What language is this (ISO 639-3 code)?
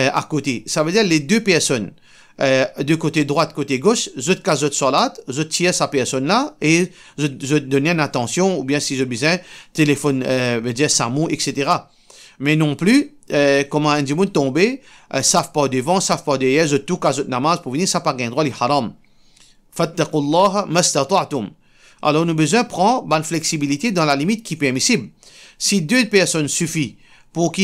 mfe